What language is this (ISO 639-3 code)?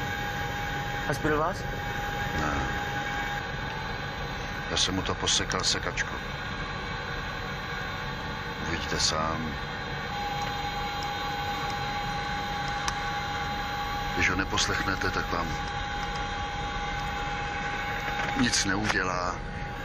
ces